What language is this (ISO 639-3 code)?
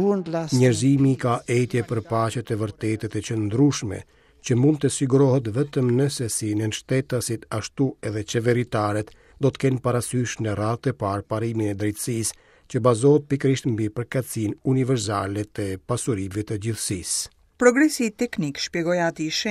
sqi